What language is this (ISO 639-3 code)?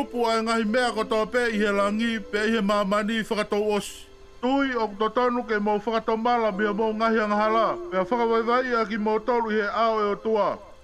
ton